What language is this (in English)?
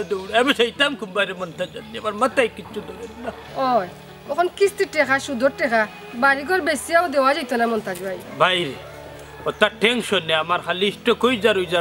Sylheti